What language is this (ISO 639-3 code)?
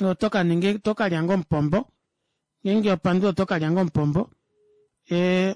kua